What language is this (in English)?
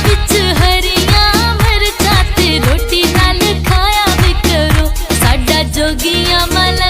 Pahari-Potwari